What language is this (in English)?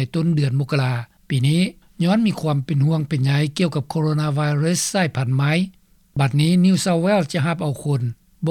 Lao